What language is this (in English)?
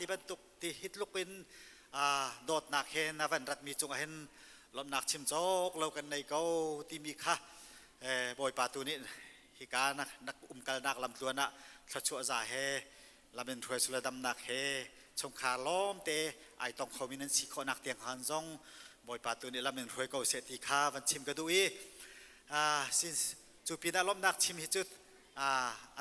Hakha Chin